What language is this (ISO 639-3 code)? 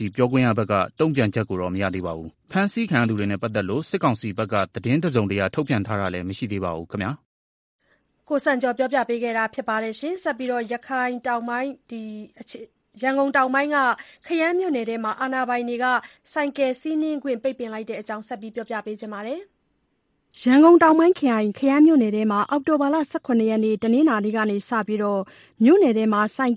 mya